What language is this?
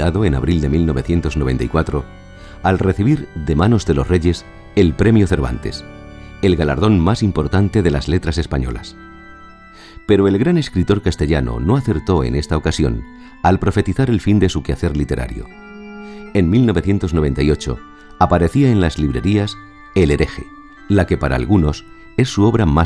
Spanish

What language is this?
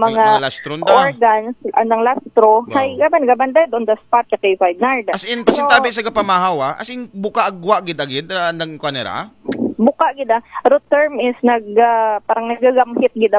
Aklanon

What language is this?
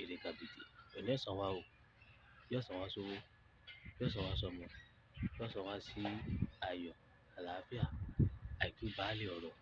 Yoruba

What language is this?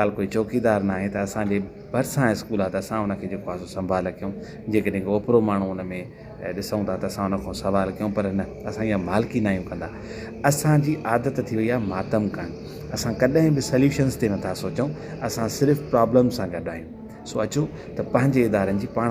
Sindhi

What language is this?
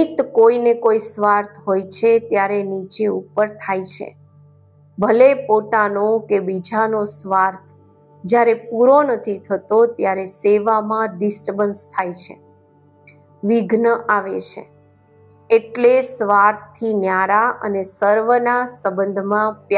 Gujarati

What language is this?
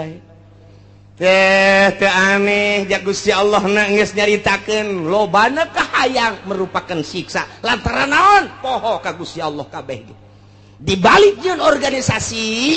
Sundanese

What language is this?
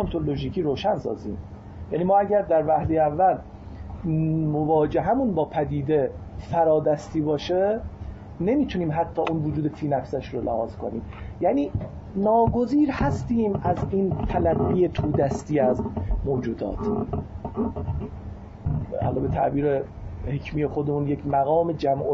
Persian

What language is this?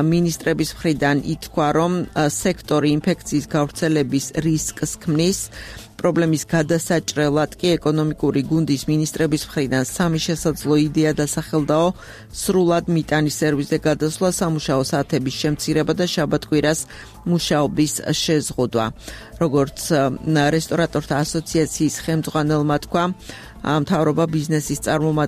Georgian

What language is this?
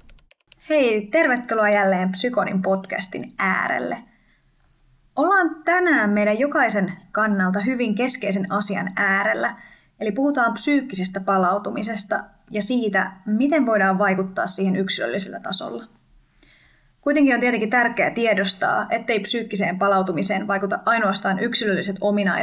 Finnish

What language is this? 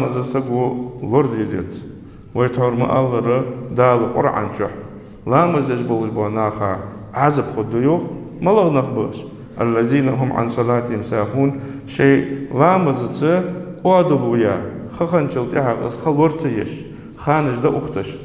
Ingush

